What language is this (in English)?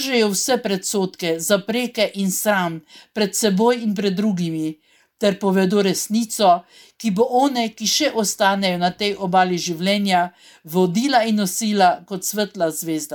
Slovenian